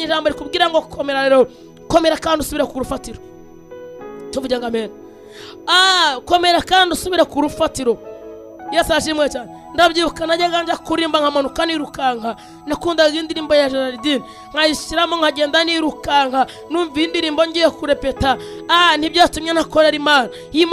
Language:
Kinyarwanda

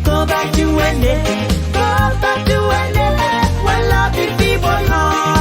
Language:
Pohnpeian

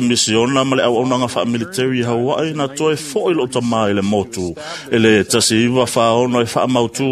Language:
Samoan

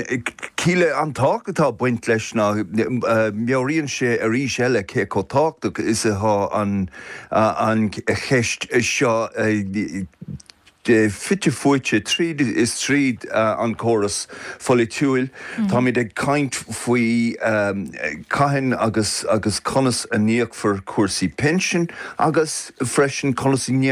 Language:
Irish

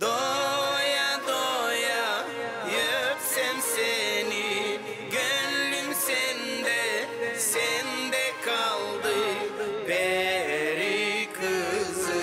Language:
Gagauz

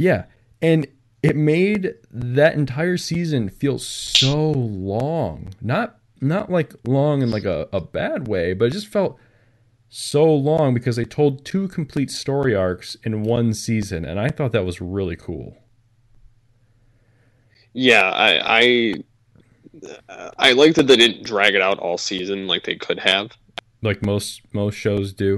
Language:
English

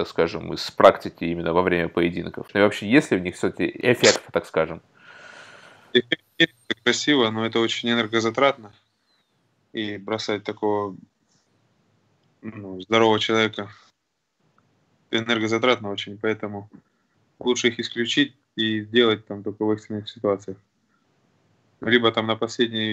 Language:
Russian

